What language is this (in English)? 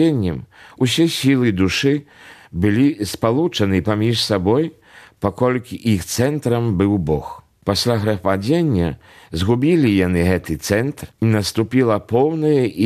Belarusian